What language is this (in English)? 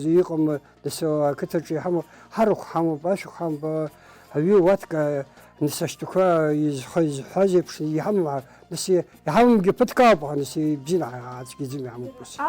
Abkhazian